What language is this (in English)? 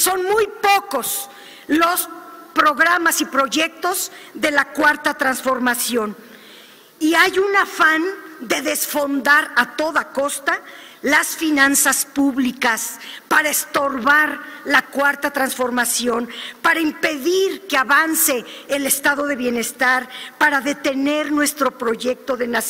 Spanish